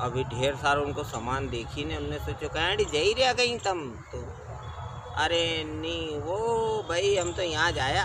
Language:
Rajasthani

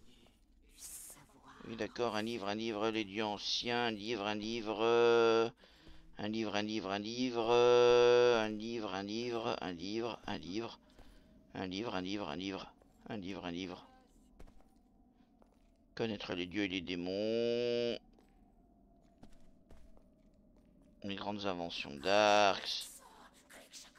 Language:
French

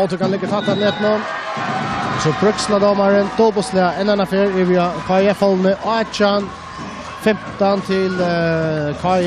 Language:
Faroese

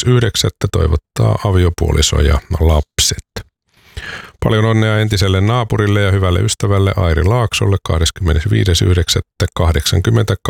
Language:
Finnish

